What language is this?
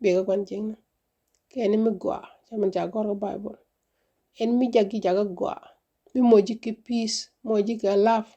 Nuer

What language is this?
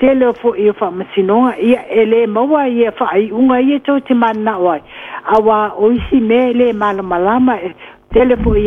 Samoan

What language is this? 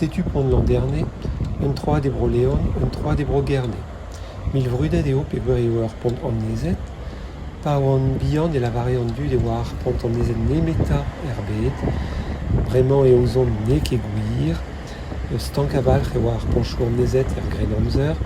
Breton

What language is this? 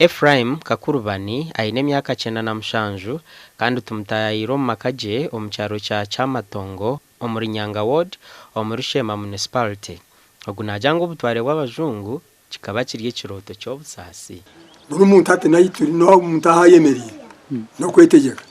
Nyankole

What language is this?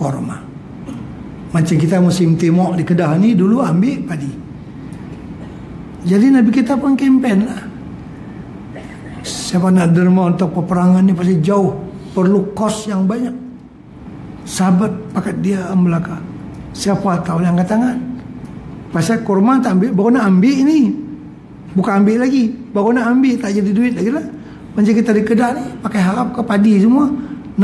Malay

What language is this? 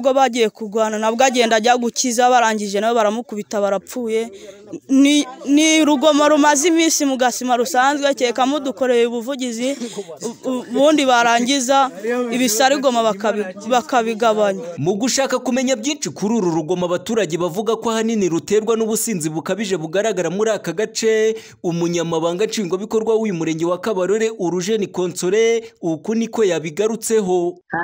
Kinyarwanda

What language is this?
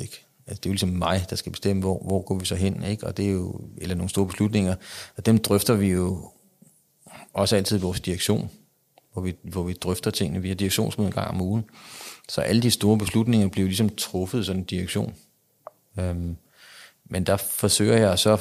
Danish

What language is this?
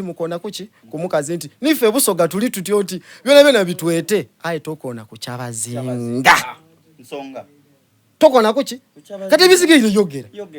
Soga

